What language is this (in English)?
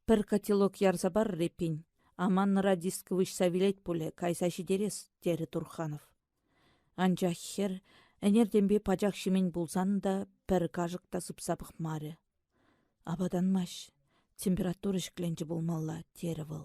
Chuvash